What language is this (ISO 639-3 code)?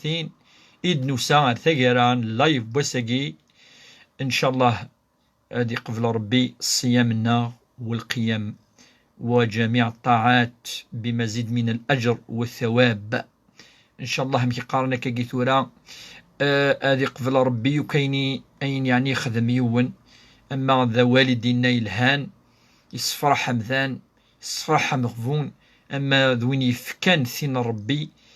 kab